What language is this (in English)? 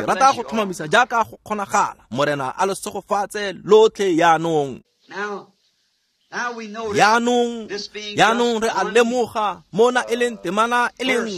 Tswana